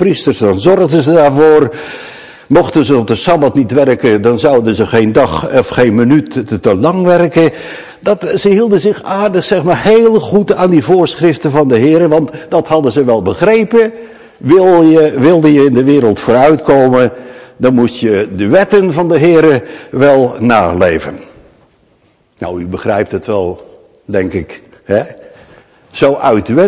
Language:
Dutch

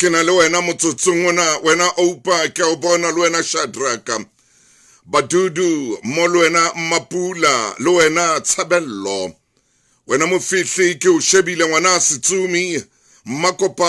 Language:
Southern Sotho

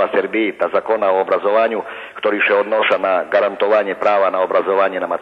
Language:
Rusyn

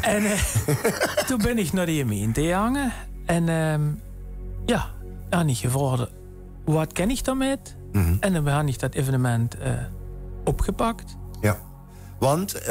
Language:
Limburgish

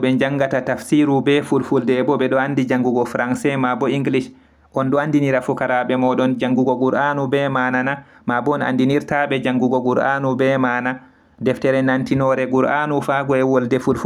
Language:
Fula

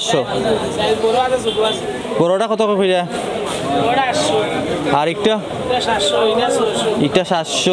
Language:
Sylheti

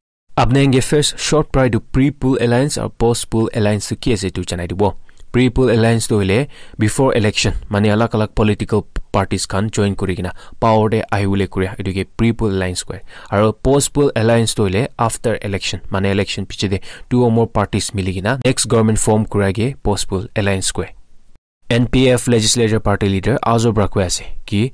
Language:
Naga Pidgin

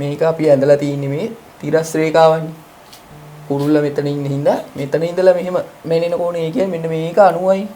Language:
Sinhala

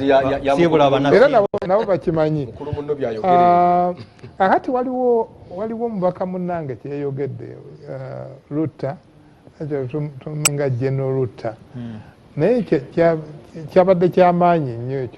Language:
Ganda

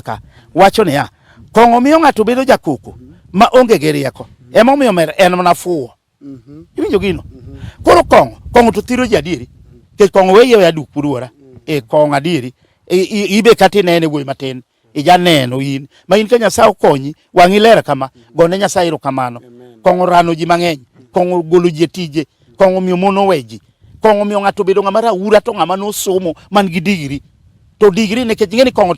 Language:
Luo (Kenya and Tanzania)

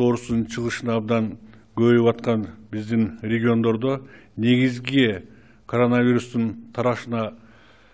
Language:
Kyrgyz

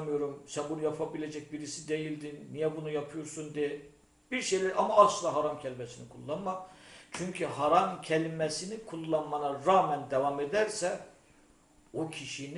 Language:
Turkish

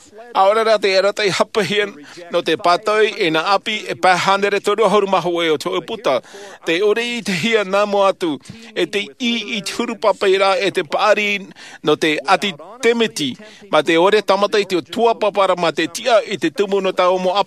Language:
Tahitian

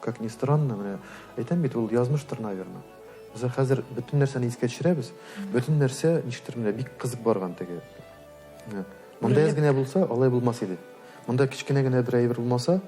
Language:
Tatar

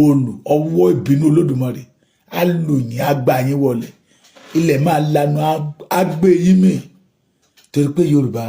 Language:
Yoruba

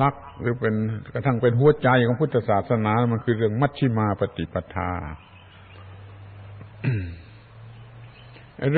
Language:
Thai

